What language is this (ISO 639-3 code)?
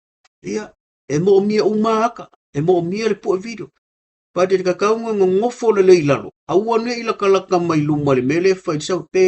smo